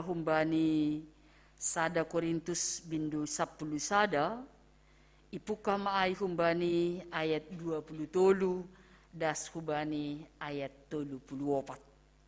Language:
Batak Simalungun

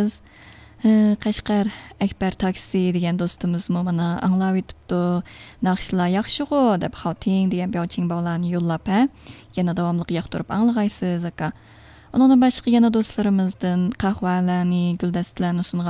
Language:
Uyghur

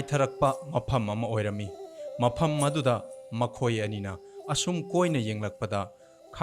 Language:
Manipuri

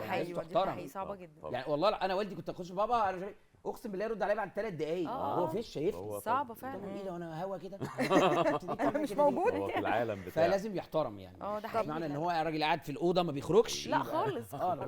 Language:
Egyptian Arabic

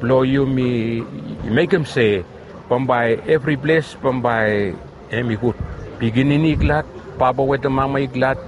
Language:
Bislama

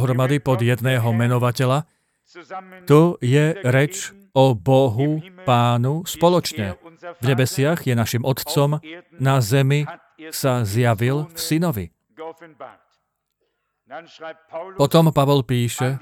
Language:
Slovak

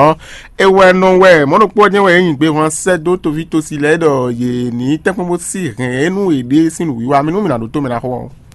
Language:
Fon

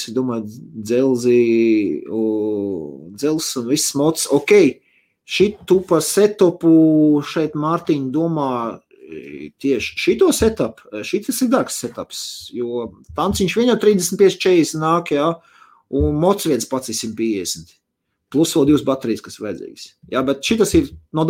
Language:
Latvian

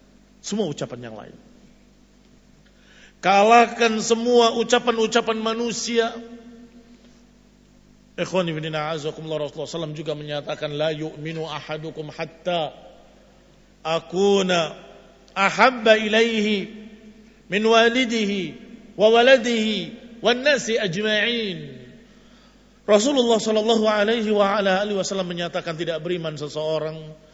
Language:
Indonesian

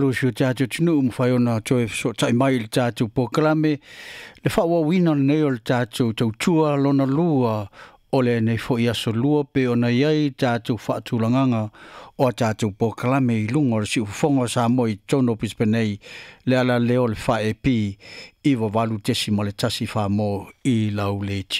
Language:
Samoan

